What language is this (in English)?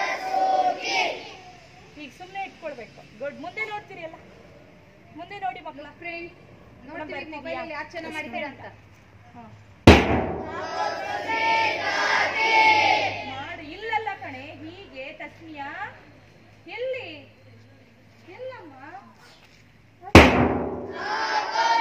Kannada